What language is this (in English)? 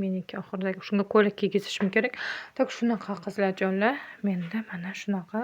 Uzbek